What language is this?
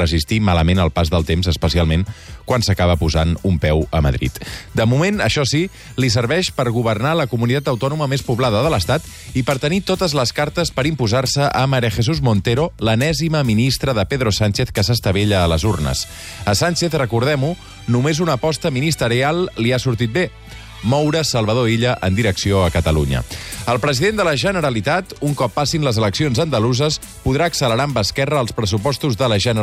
Catalan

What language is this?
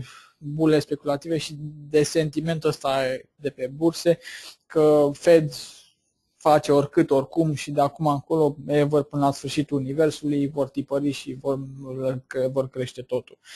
Romanian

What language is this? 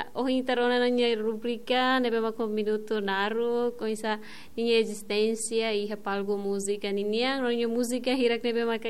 Tetum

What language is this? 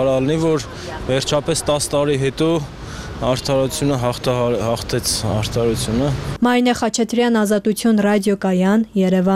Armenian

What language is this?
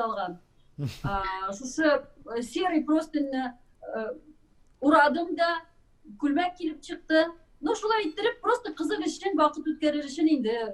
Tatar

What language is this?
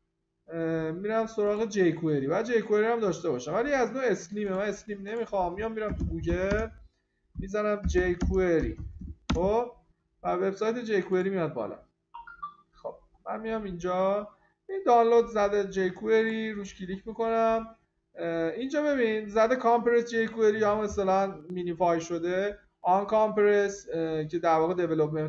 Persian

